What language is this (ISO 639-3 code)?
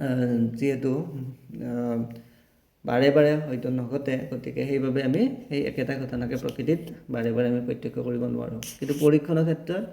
asm